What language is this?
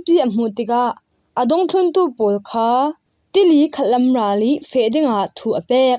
Falam Chin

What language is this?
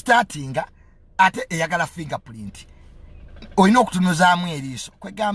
Ganda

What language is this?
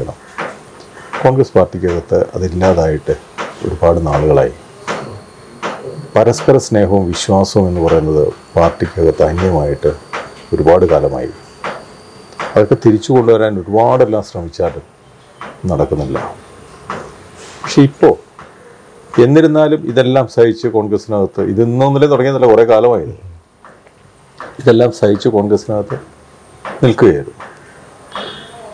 Malayalam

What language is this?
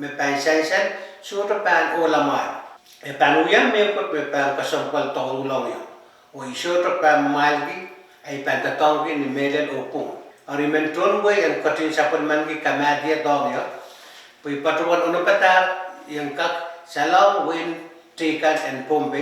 Pohnpeian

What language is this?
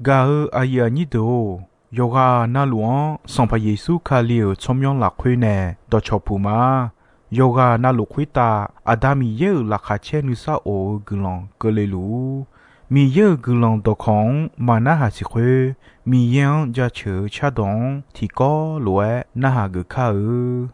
Akha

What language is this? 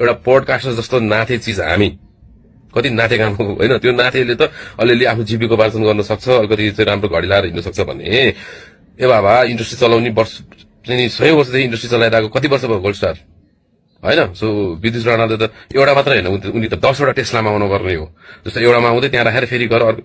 Nepali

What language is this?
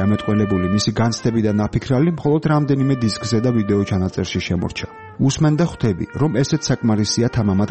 Georgian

